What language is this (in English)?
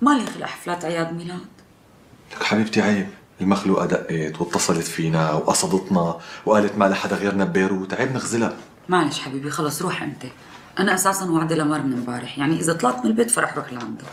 North Levantine Arabic